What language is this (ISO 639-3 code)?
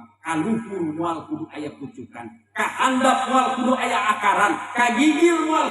sun